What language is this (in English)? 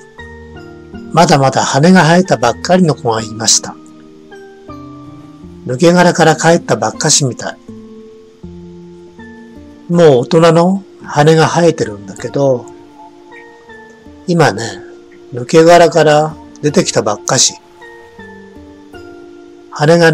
Japanese